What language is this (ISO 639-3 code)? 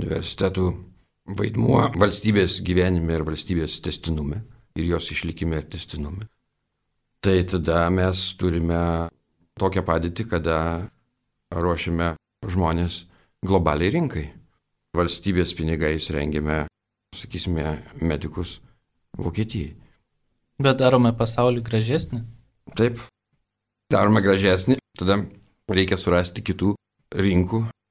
lit